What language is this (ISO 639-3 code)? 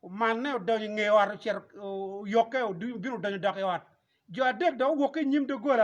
ach